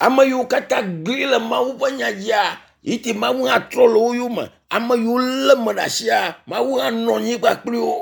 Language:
Ewe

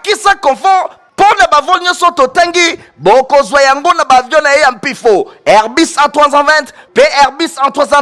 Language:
Lingala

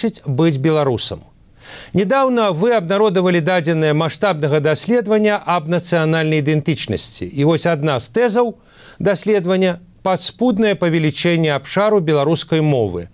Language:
Belarusian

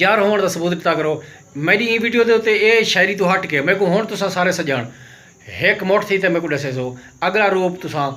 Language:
Saraiki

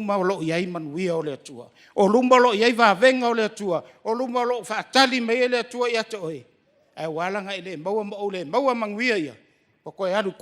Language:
Samoan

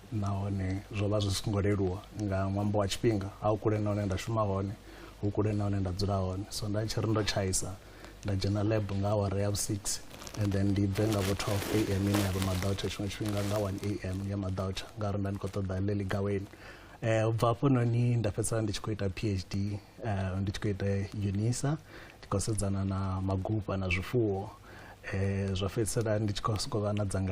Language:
Venda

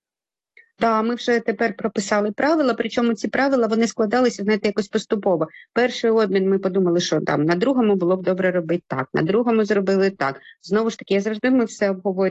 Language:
Ukrainian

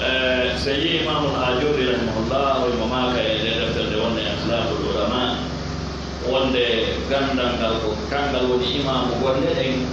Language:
Fula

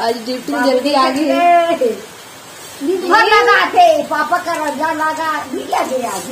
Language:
Chhattisgarhi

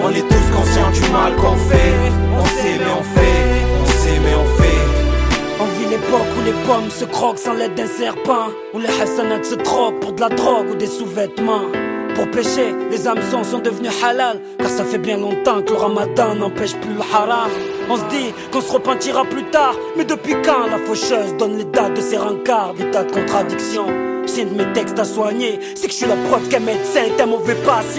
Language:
French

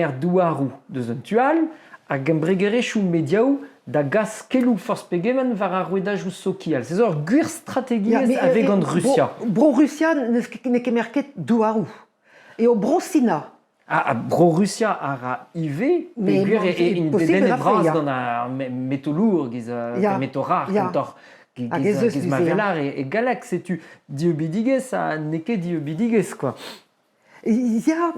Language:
Breton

